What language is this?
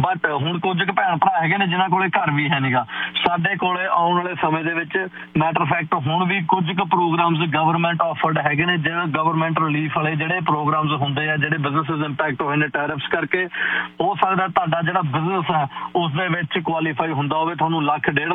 Punjabi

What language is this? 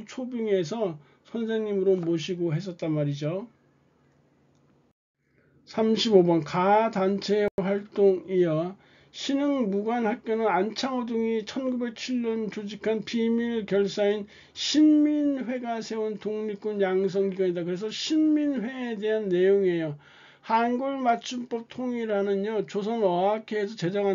Korean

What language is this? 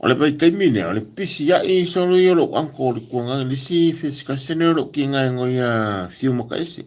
Samoan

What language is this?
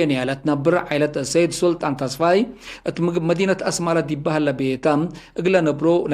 Tigre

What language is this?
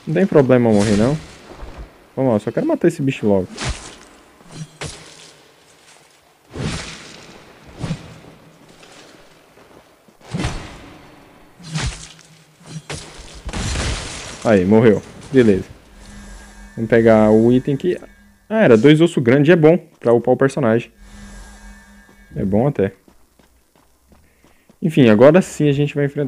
Portuguese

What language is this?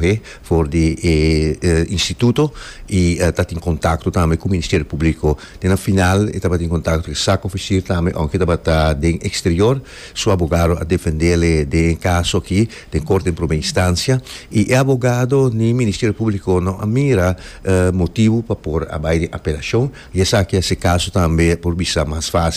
Papiamento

